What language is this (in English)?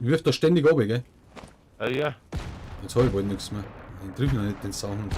Bavarian